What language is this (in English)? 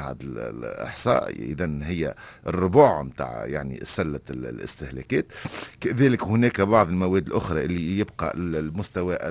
Tunisian Arabic